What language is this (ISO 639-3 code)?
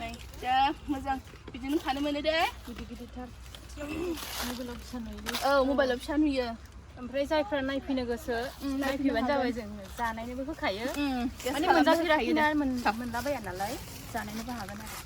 brx